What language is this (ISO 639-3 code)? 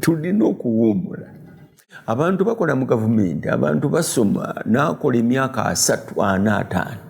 lug